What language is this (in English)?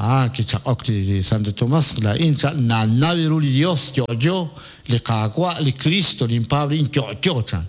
Kekchí